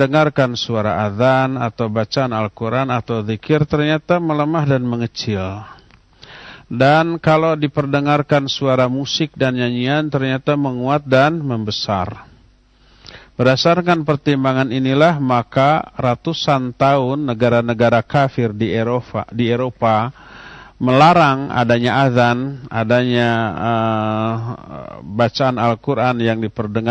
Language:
Indonesian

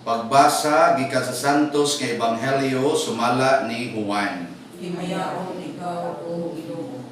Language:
Cebuano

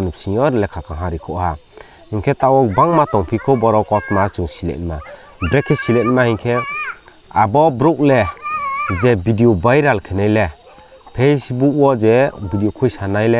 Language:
Riang (India)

